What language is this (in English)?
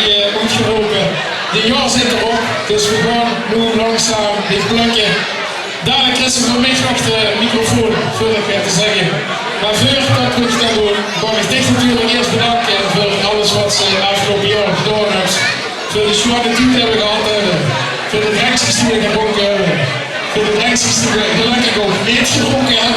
Limburgish